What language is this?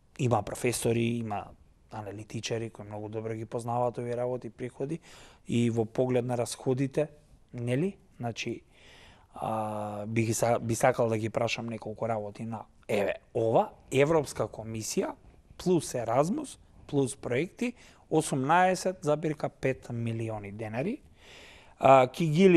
Macedonian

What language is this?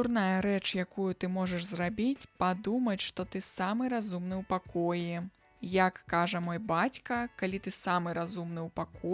Belarusian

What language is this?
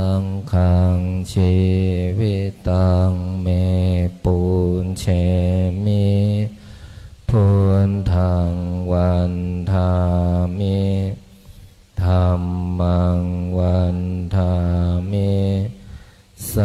Pali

